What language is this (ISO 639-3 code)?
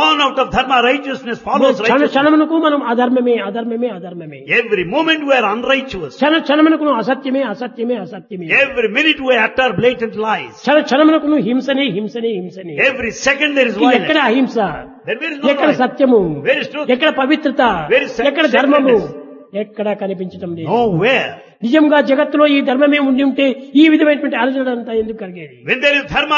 tel